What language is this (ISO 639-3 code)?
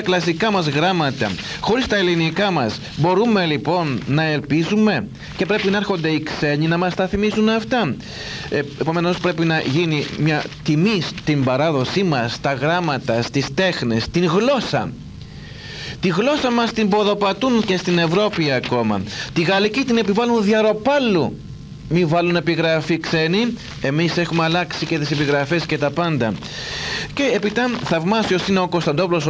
ell